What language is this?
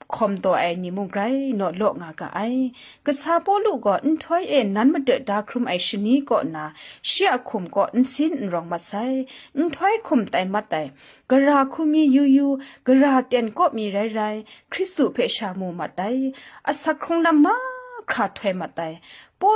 Kachin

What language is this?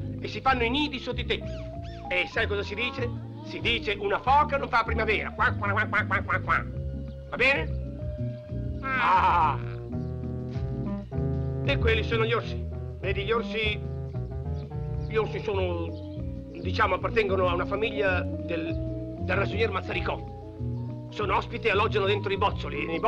Italian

